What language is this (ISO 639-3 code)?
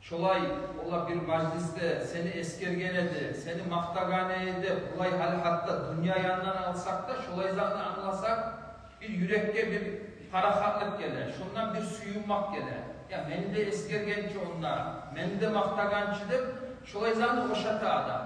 kum